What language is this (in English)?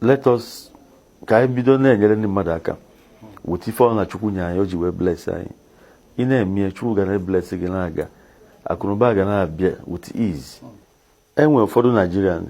Igbo